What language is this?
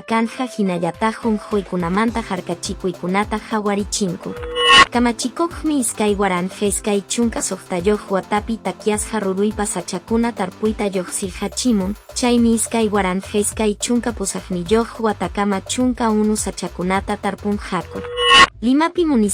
Quechua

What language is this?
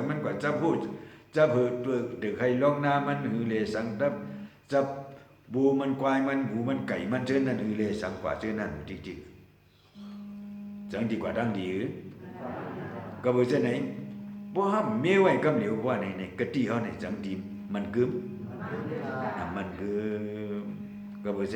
Shan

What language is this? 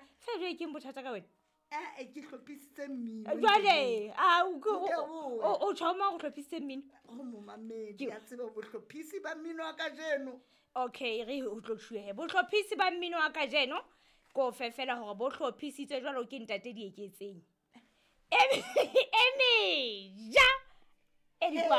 Southern Sotho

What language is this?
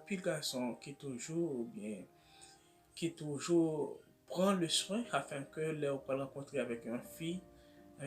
Haitian Creole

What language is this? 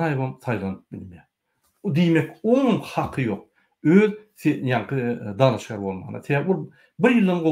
Turkmen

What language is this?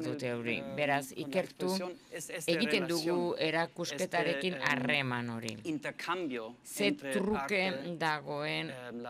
Basque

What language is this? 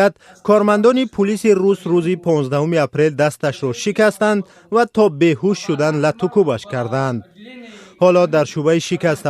Tajik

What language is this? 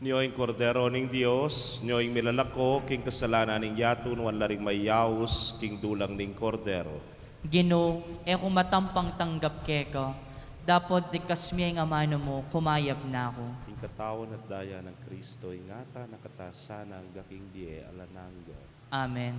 Pampanga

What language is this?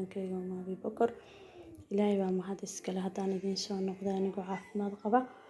Somali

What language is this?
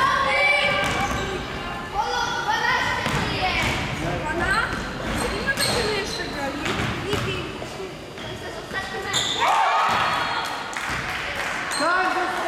Polish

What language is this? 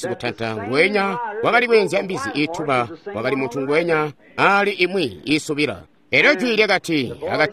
Tonga (Zambia)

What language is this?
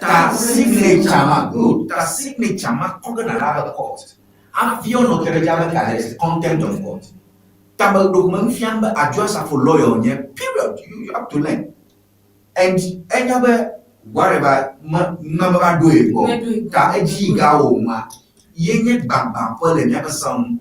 Ewe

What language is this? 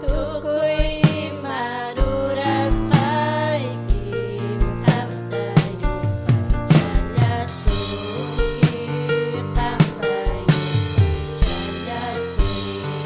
Ayacucho Quechua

